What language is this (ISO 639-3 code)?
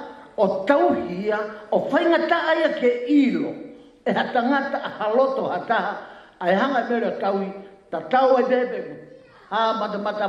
ton